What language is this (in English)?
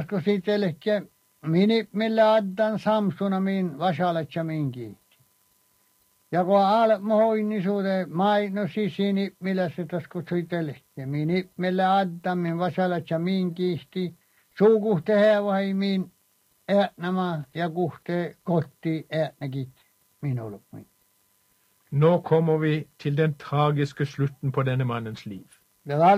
Norwegian